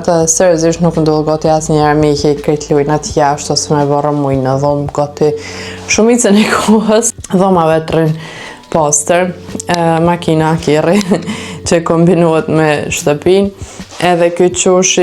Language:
Albanian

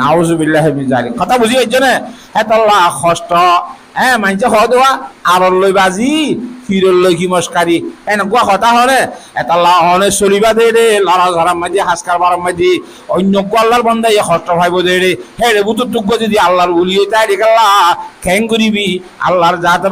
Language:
Rohingya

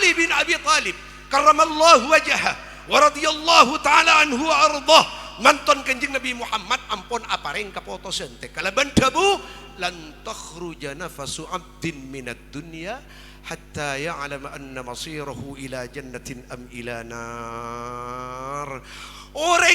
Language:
Madurese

